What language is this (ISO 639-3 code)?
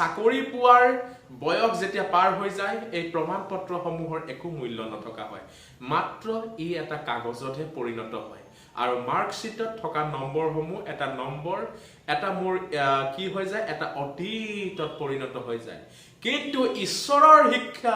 asm